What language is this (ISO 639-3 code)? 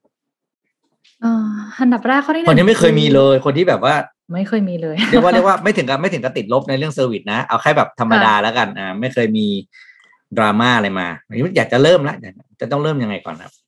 tha